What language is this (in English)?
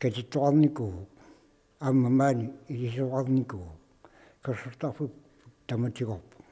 Kalaallisut